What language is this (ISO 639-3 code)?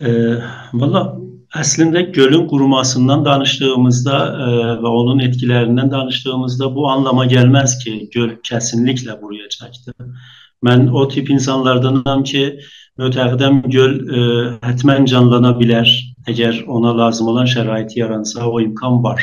azb